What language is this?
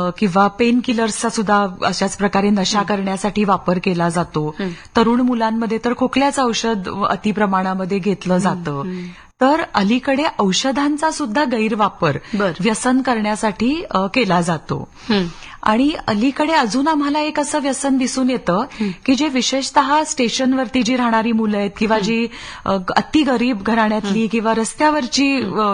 Marathi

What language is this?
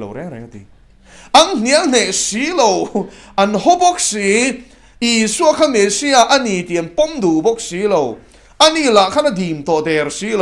Mizo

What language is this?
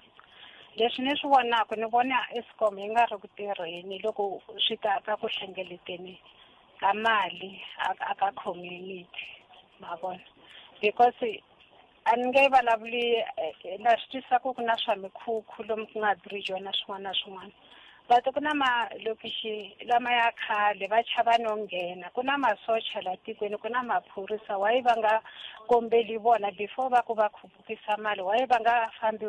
Tsonga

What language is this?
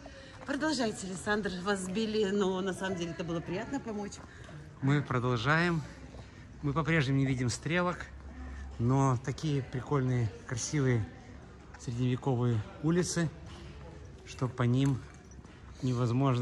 Russian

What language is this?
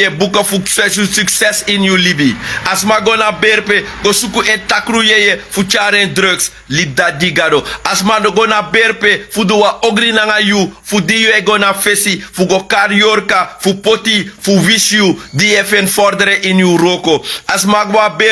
Sranan Tongo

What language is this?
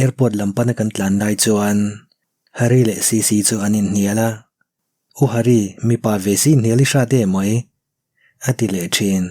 Mizo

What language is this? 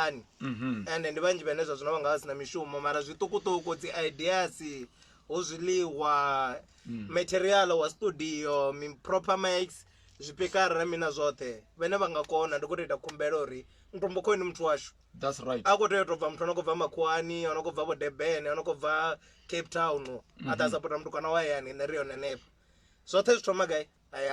Venda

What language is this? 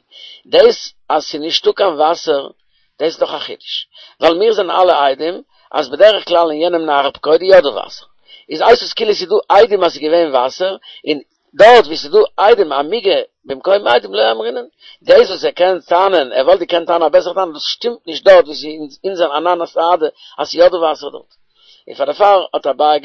Yiddish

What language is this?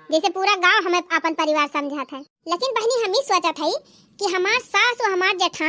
Awadhi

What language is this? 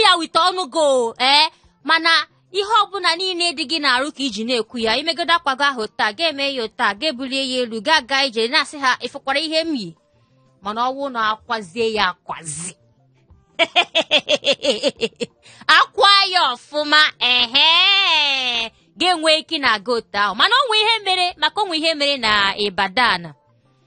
Igbo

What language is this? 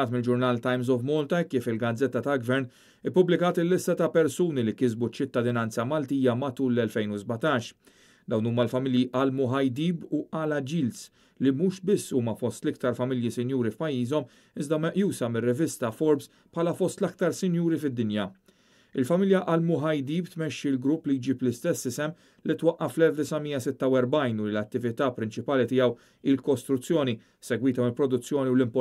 Maltese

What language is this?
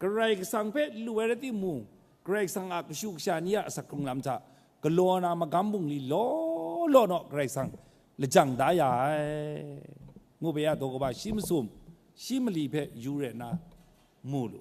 Kachin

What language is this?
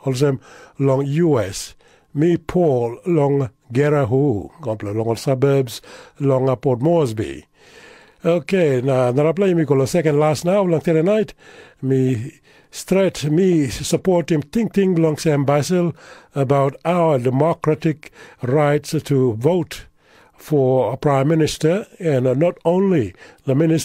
Tok Pisin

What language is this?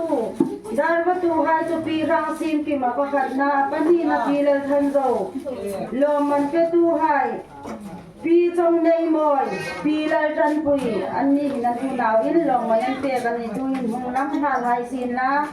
Hmar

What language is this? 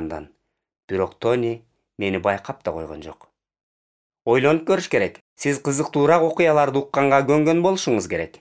Kyrgyz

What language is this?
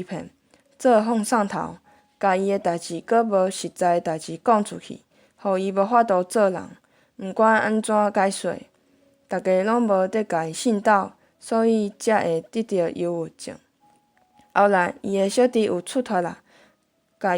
Min Nan Chinese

